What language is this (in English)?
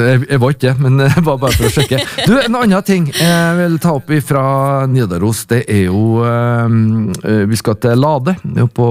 Norwegian